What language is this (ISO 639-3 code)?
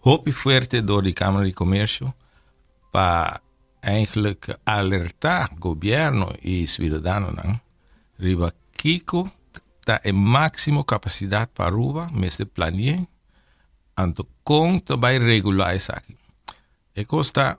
pap